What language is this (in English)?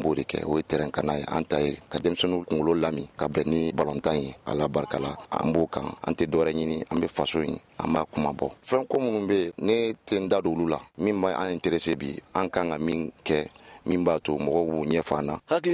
Bambara